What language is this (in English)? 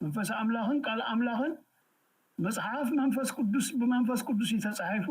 Tigrinya